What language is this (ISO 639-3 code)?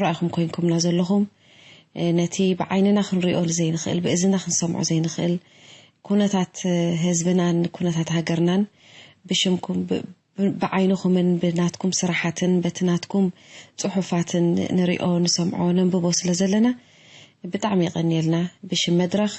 tir